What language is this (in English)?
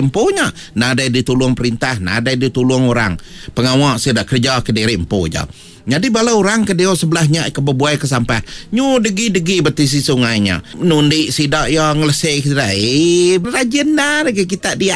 Iban